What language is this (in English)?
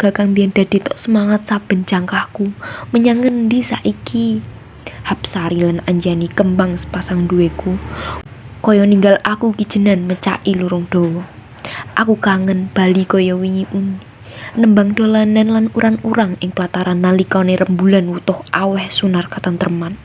Javanese